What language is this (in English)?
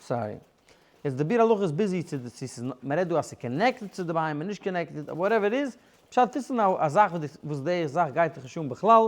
Yiddish